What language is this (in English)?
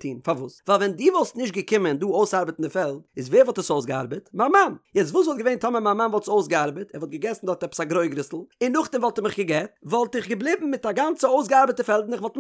Yiddish